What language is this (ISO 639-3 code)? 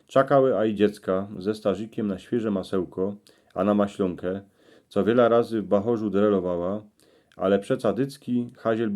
szl